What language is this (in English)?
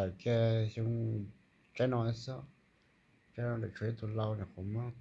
Hmong